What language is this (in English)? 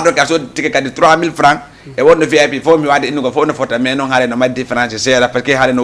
Fula